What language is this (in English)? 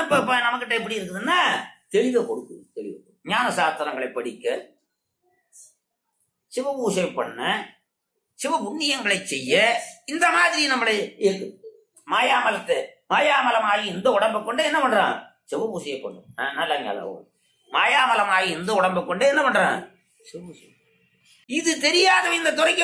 Tamil